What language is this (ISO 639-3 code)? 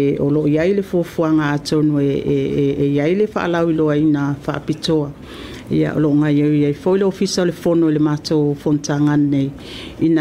smo